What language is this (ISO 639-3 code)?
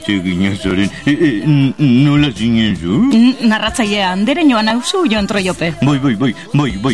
eus